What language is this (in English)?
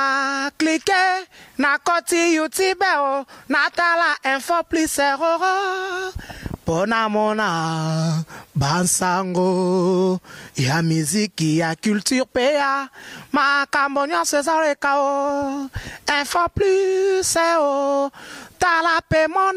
Lingala